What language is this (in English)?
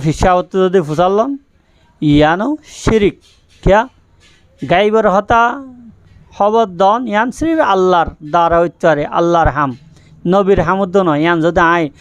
Rohingya